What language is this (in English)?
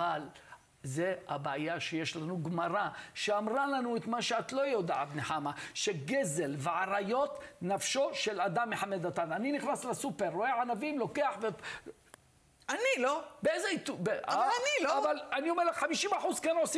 Hebrew